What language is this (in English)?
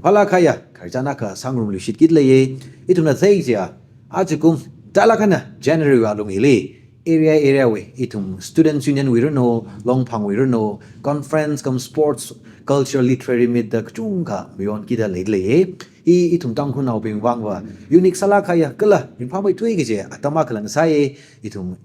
Tangkhul Naga (India)